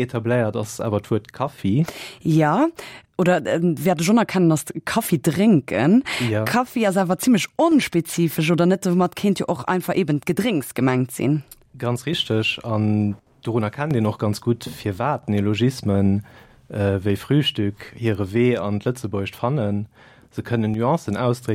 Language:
Luxembourgish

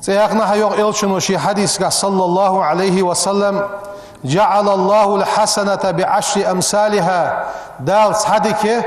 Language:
Ingush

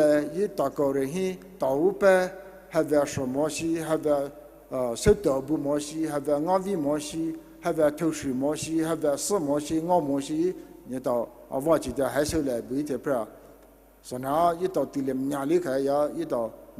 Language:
Poumei Naga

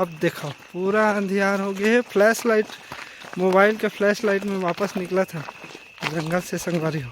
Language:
Chhattisgarhi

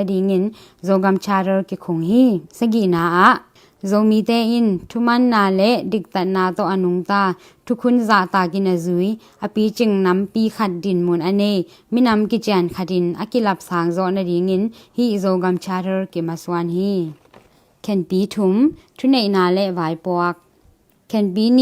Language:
Tedim Chin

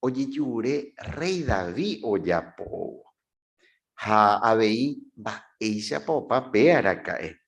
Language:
Guarani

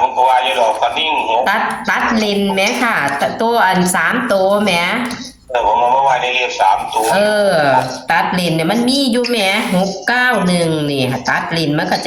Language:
Northeastern Thai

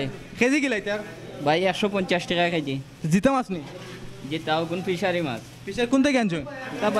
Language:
Sylheti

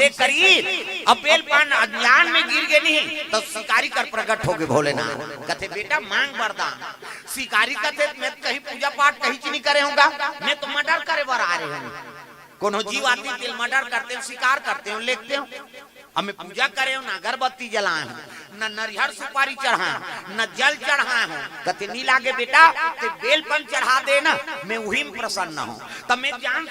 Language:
Chhattisgarhi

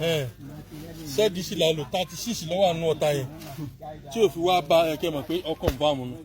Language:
Yoruba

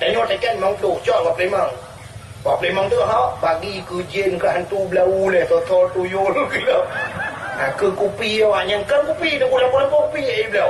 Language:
Achinese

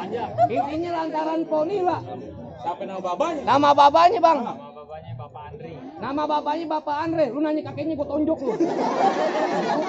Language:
Betawi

